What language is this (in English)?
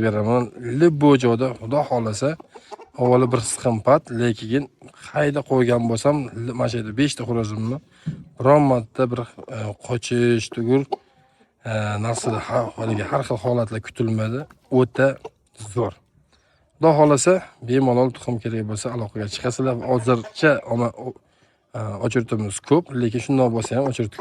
Uzbek